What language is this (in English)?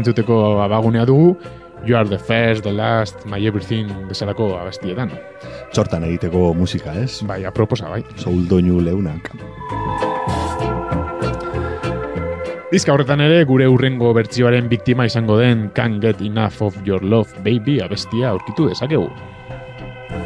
Basque